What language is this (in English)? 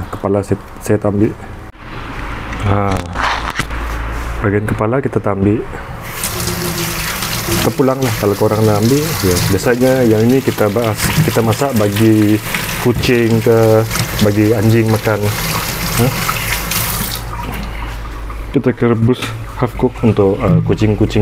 Malay